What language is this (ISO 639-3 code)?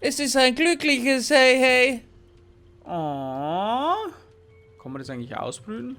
bar